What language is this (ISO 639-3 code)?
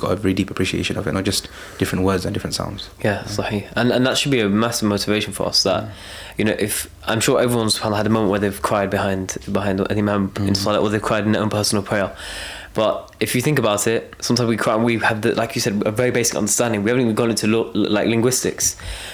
eng